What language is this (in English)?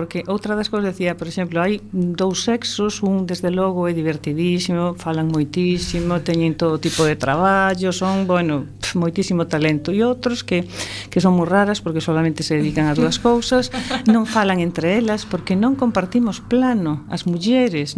Galician